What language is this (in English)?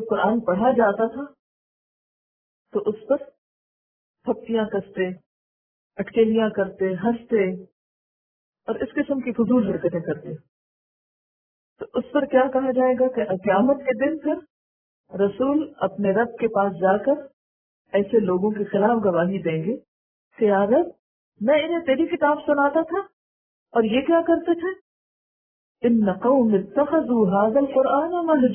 Urdu